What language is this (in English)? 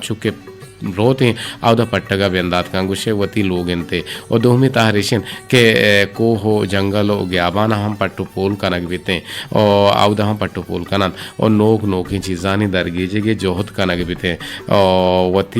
Eastern Balochi